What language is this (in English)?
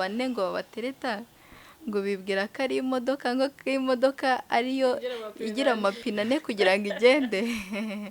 Kinyarwanda